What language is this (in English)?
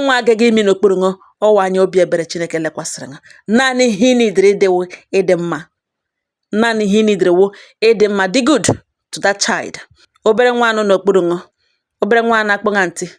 Igbo